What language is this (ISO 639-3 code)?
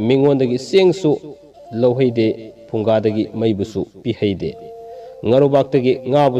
mni